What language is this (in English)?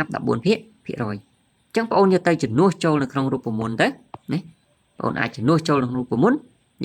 Khmer